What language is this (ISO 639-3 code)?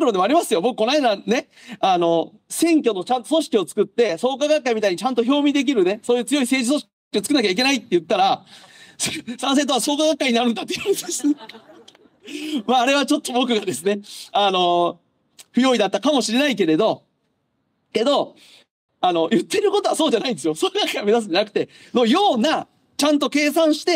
jpn